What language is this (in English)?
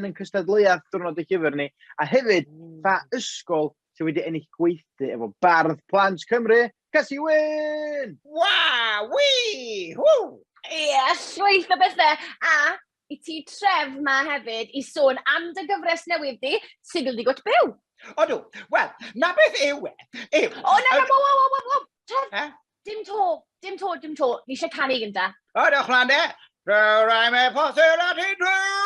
Welsh